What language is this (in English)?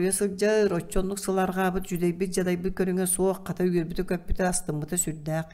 Yakut